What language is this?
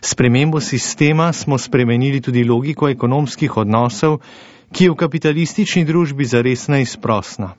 Slovenian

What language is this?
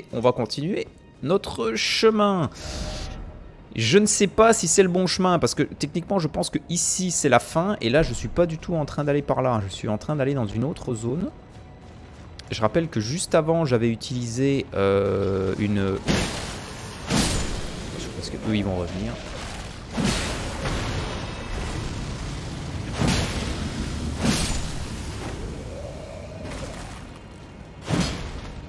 French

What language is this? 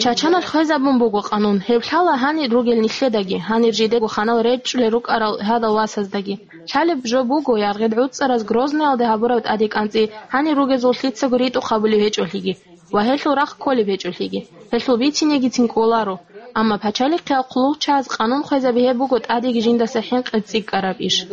Avaric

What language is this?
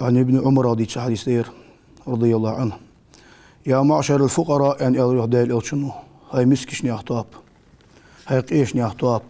Ingush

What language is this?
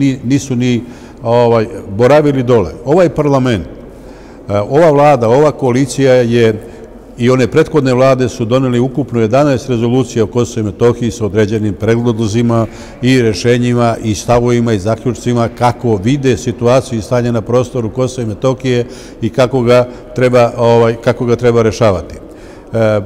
Serbian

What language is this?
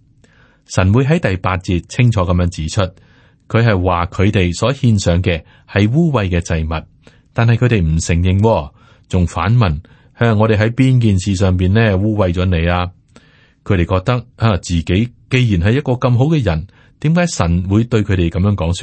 Cantonese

